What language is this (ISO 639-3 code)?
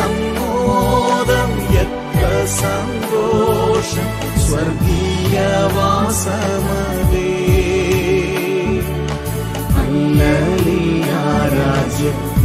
mal